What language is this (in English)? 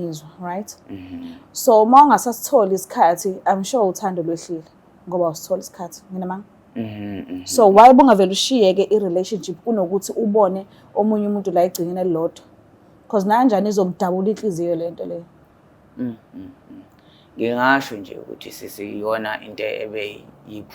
Zulu